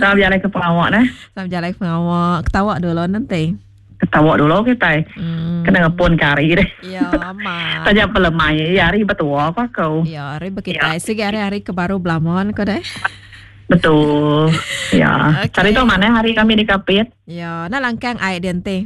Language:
Iban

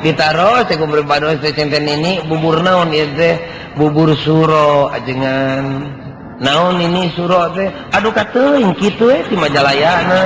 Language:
Sundanese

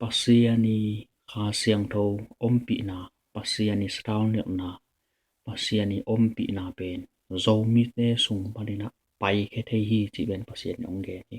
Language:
Tedim Chin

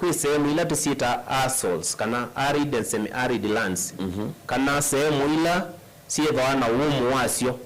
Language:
Kamba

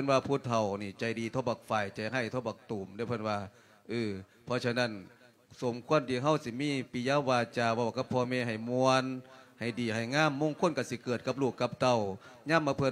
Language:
Lao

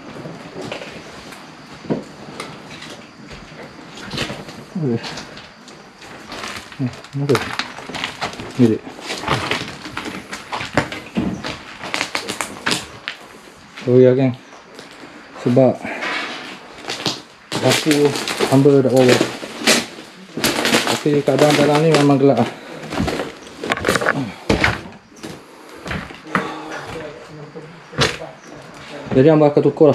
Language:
Malay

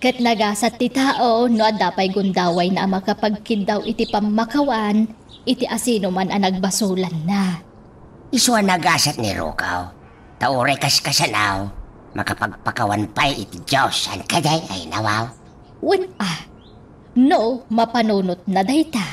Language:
Iloko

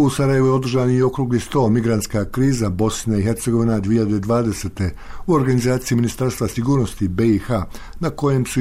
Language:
Bosnian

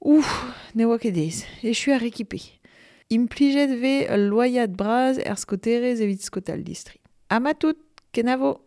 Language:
Breton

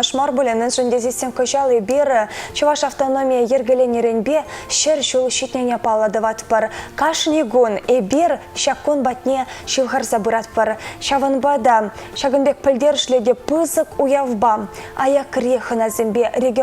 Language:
Chuvash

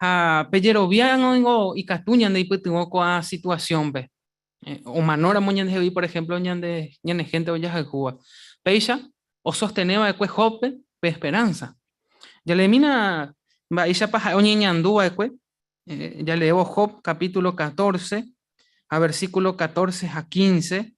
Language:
Guarani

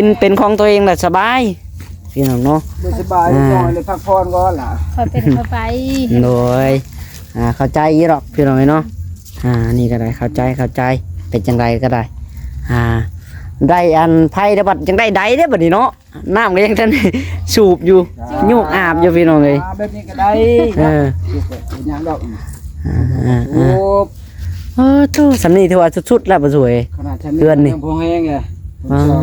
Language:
Lao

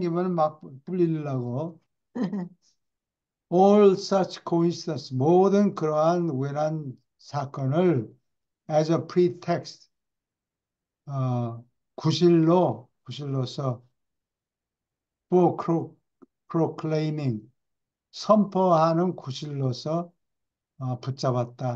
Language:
Korean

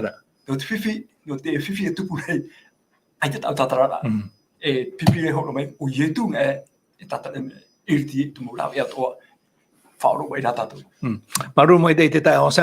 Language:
Tahitian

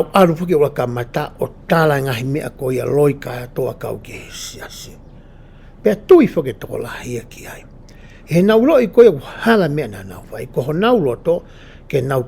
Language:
Tongan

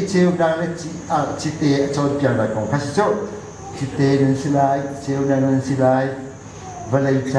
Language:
Hakha Chin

